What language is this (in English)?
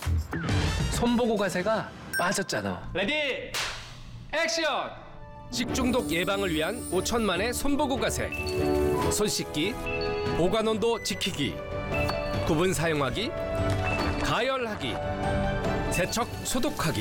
Korean